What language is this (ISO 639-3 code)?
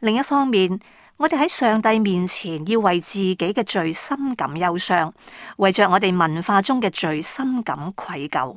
yue